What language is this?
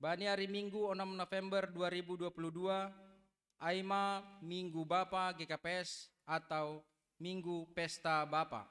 Batak Simalungun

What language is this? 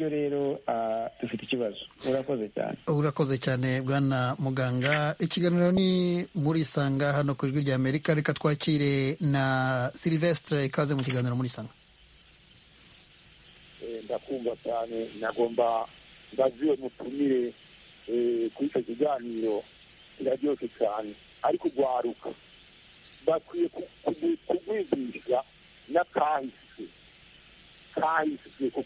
Kinyarwanda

